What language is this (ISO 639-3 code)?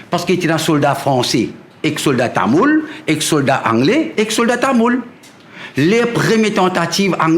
mfe